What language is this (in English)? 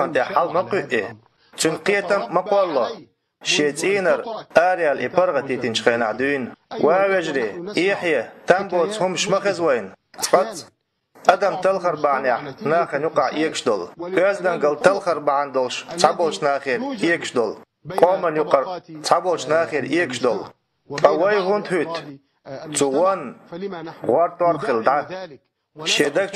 Chechen